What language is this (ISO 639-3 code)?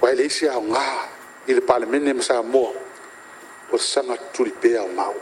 smo